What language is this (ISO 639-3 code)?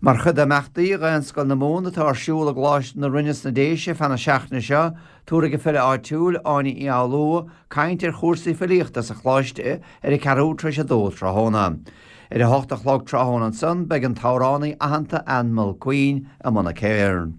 gle